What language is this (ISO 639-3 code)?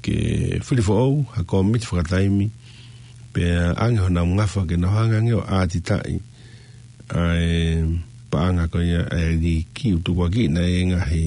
ton